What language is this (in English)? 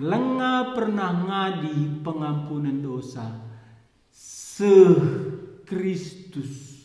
Batak Karo